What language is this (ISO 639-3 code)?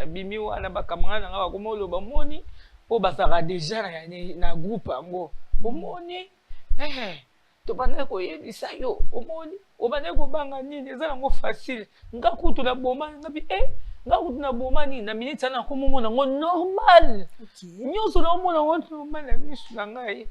lin